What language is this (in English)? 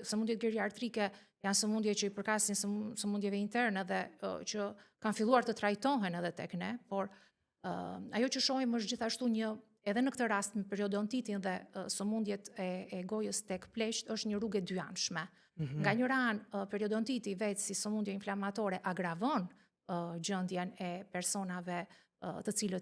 Albanian